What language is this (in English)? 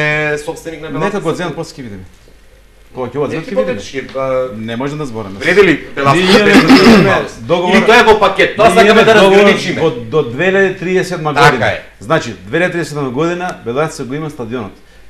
Macedonian